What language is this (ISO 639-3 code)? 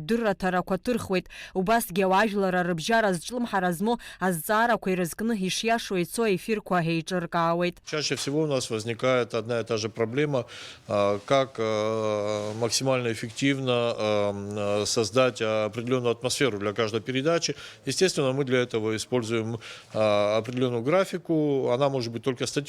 abk